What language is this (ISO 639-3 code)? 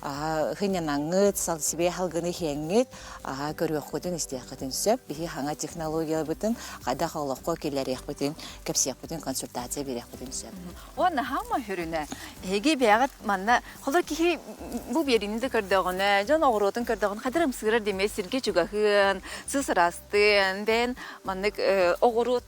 sah